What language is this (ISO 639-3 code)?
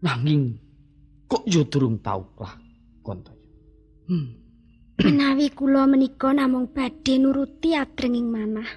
jav